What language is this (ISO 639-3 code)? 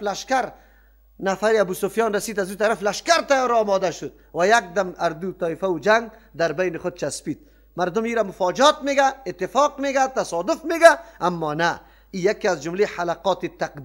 fas